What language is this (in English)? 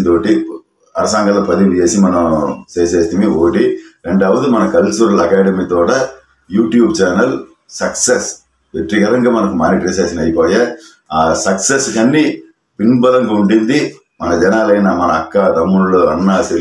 Telugu